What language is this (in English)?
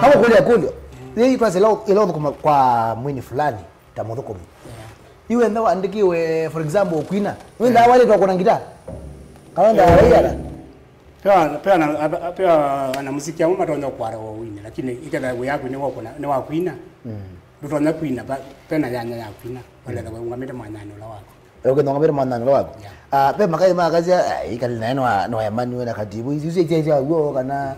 Kamba